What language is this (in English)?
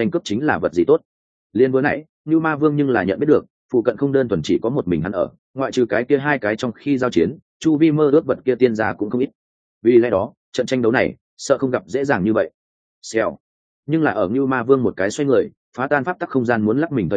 Vietnamese